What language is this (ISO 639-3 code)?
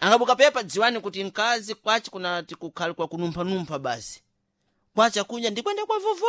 seh